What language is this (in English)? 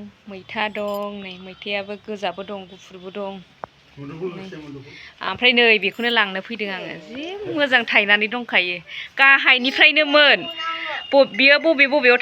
Bodo